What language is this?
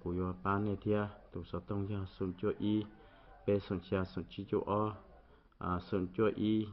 Hmong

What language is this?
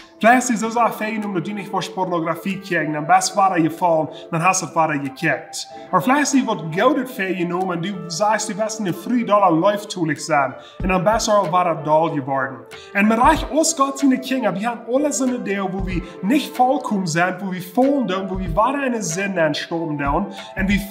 Plautdietsch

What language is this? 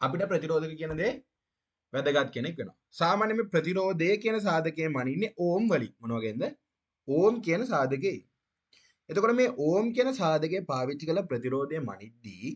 Sinhala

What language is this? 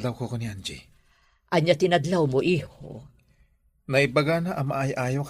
Iloko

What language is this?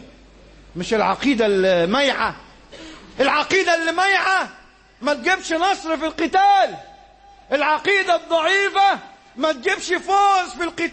Egyptian Arabic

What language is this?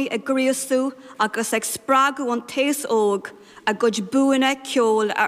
Irish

